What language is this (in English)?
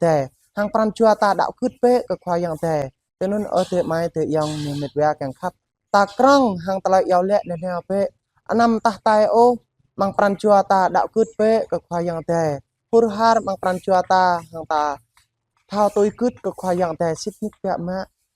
Jarai